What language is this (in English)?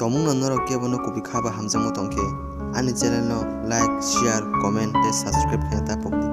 Kok Borok